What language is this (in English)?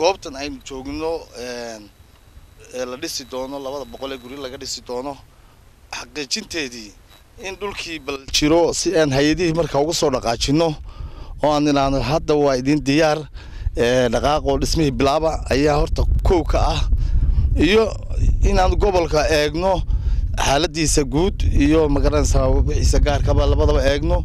Somali